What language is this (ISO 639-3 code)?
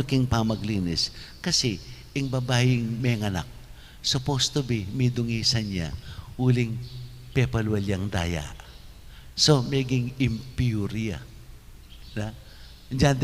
pam